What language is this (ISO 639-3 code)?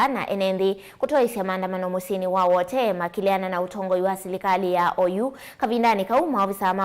kam